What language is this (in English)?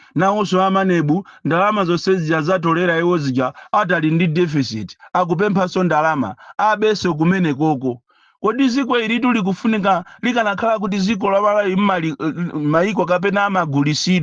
Nyanja